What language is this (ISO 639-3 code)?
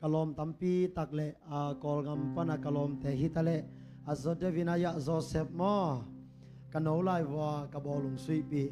ctd